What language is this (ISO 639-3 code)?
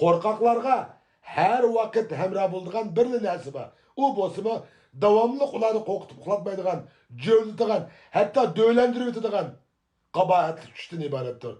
uig